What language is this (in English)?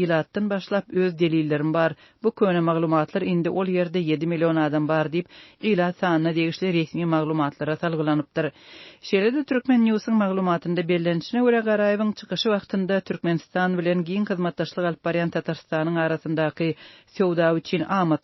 Turkmen